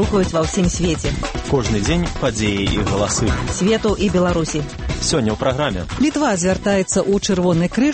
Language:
Belarusian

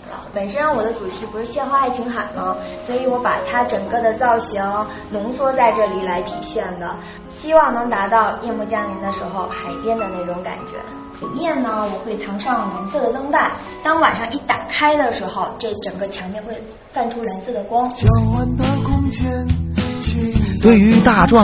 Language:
Chinese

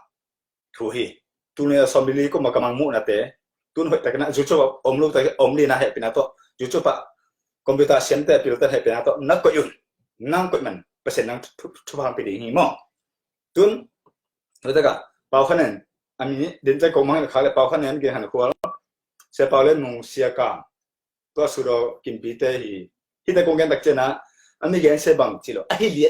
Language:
Tedim Chin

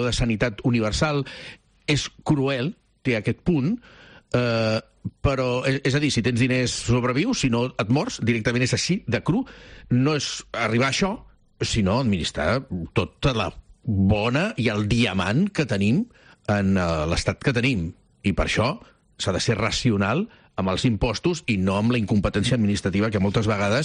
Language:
Catalan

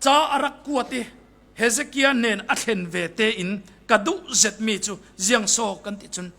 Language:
Falam Chin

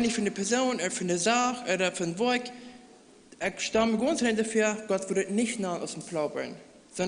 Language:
Plautdietsch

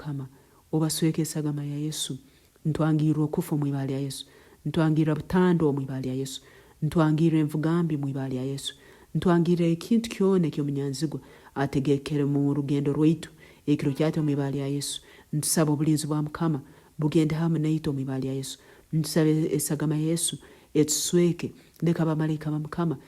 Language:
Nyoro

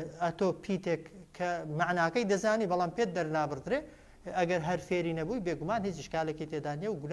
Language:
Central Kurdish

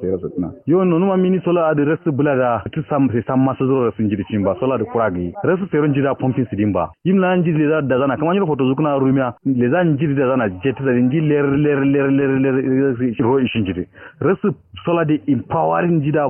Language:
Kanuri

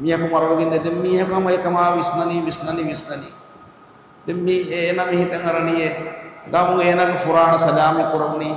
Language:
Divehi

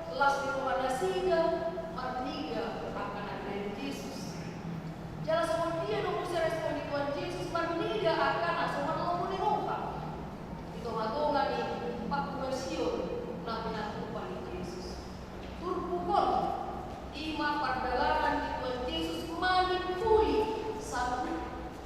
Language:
Batak Toba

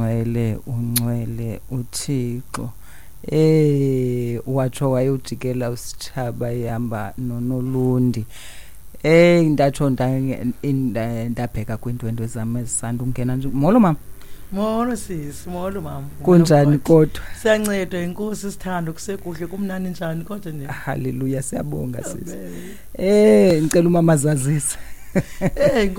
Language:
Xhosa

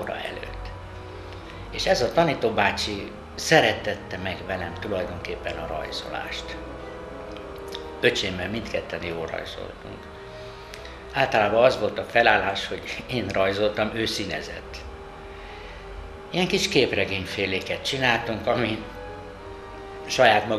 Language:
Hungarian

